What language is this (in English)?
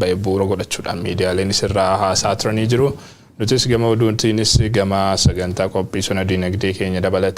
Oromo